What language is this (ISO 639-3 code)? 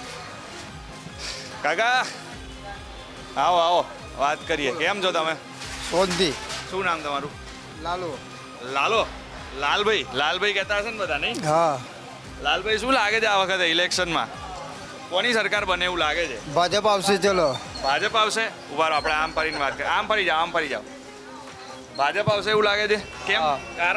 guj